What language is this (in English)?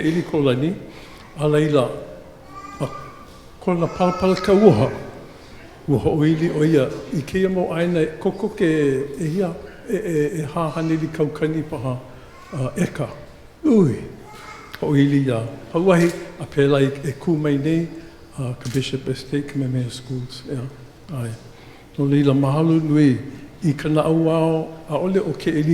Hawaiian